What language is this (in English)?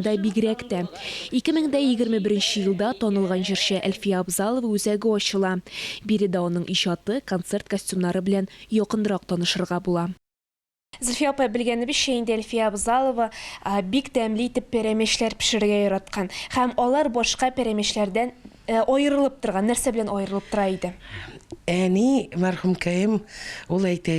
Tatar